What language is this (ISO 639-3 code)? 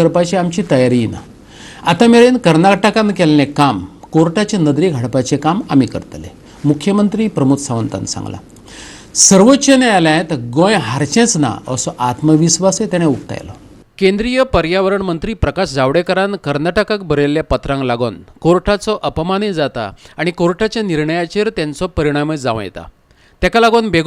kok